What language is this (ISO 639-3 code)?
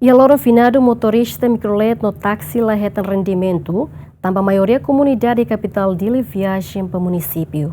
tet